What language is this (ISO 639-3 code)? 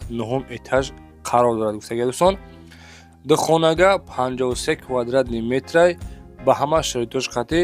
tgk